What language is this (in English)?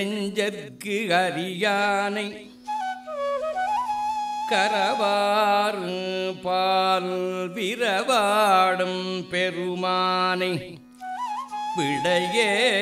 Tamil